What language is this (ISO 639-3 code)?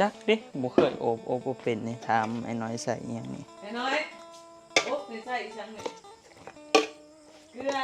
tts